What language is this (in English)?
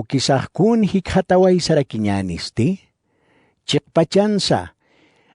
Aymara